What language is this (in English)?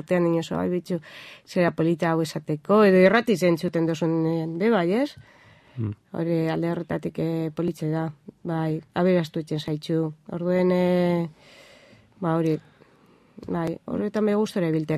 Basque